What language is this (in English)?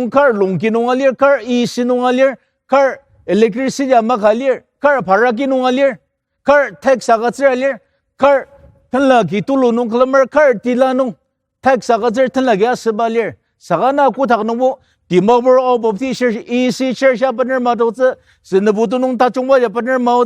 Ao Naga